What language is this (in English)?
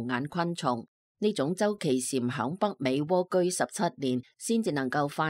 Cantonese